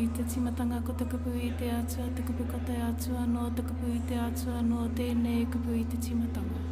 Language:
Māori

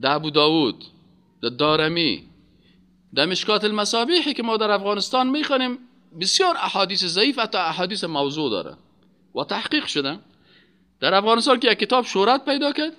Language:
Persian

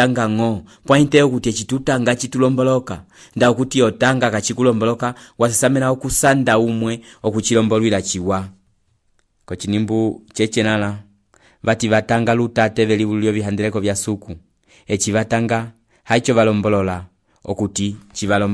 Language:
Umbundu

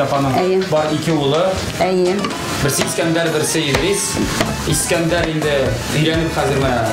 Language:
Tatar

